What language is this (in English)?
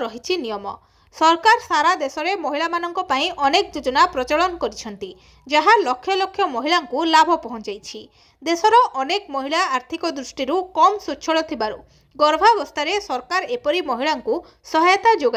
Odia